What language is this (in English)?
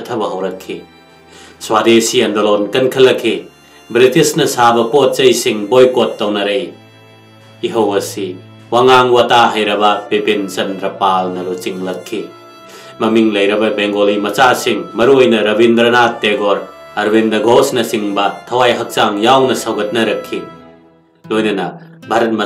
Manipuri